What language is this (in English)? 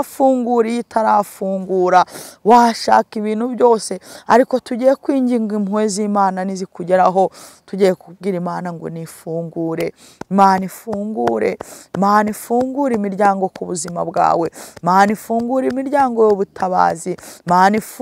Kinyarwanda